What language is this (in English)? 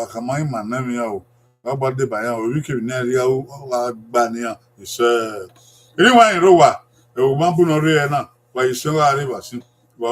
Bini